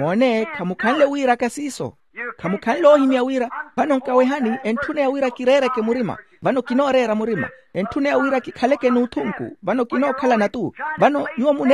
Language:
Makhuwa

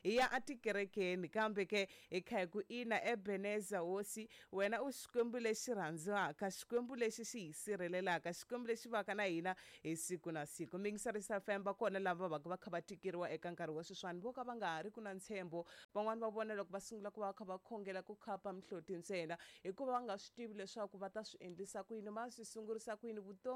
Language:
Tsonga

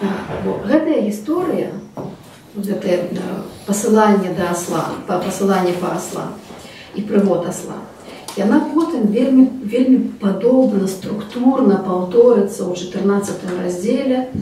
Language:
Belarusian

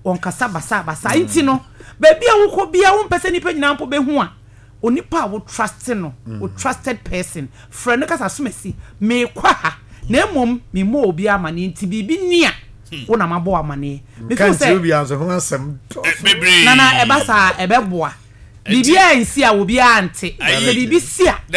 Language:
Akan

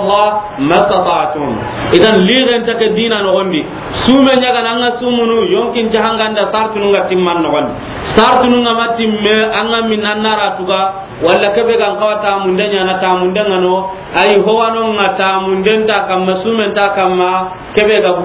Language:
Soninke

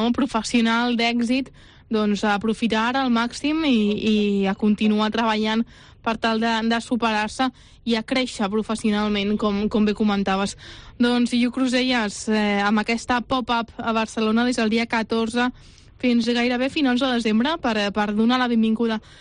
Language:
Catalan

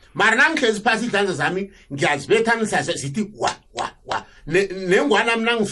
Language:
South Ndebele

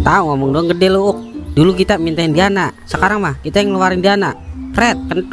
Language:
Betawi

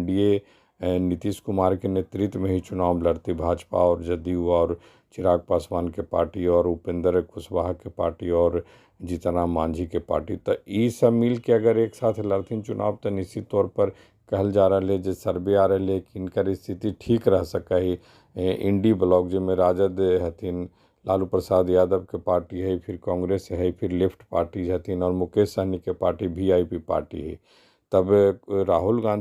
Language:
Magahi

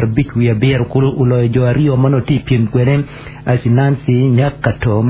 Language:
Acoli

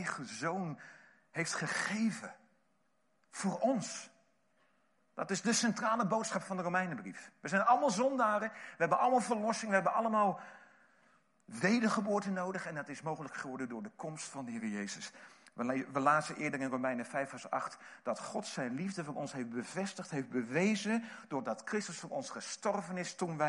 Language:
Dutch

